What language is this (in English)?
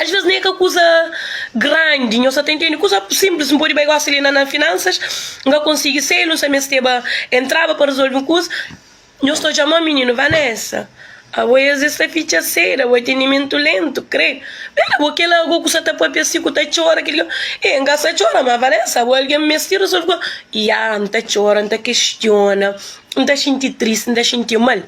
Kabuverdianu